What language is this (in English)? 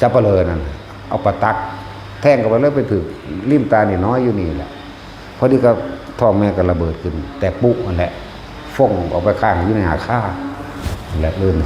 Northeastern Thai